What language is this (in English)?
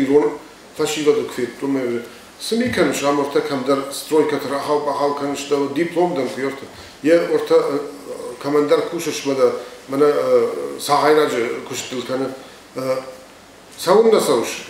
Ossetic